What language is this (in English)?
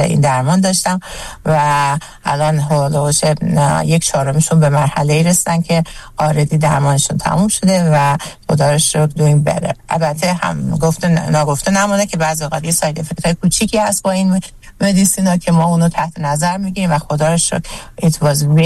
Persian